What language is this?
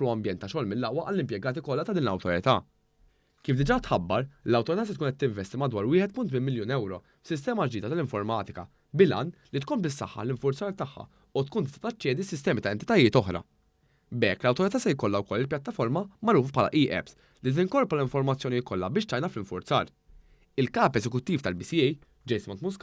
Maltese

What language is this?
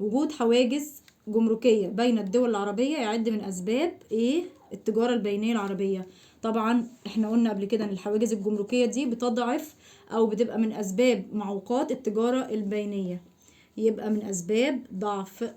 Egyptian Arabic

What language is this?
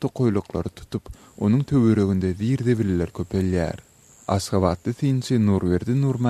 Turkmen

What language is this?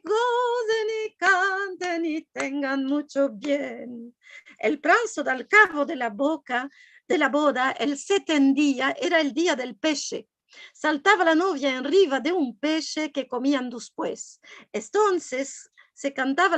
Ladino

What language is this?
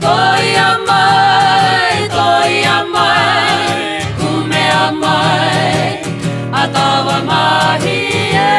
Māori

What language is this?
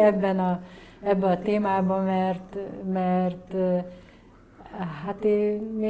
Hungarian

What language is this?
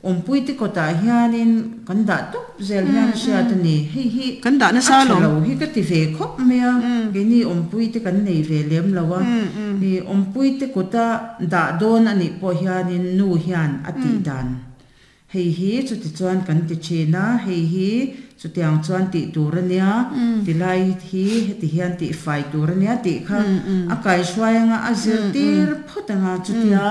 Mizo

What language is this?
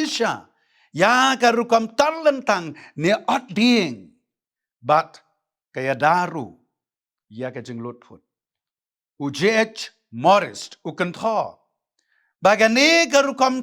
Khasi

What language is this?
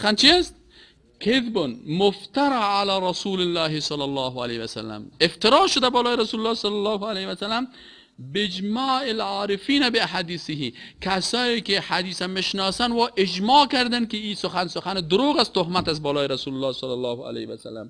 Persian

